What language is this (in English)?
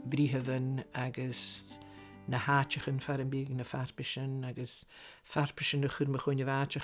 Scottish Gaelic